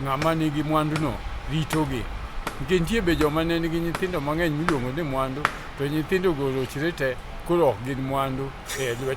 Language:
Luo (Kenya and Tanzania)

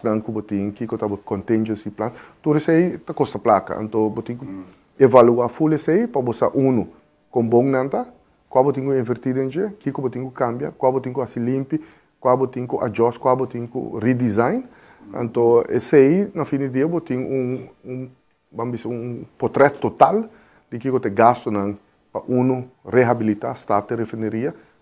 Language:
Papiamento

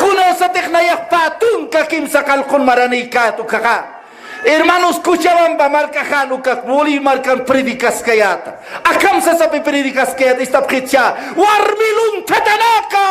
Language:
Aymara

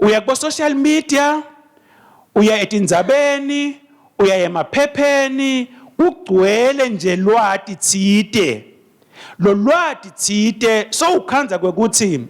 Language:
Swati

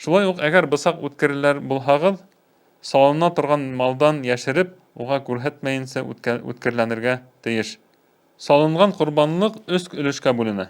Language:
Bashkir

